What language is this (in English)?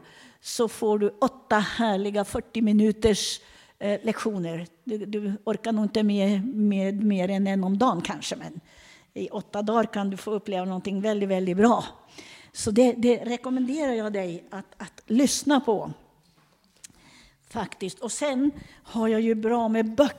Swedish